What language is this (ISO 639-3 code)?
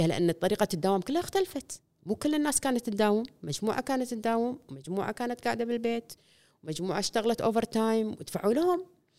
afb